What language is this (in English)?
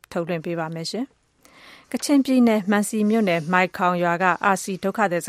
Burmese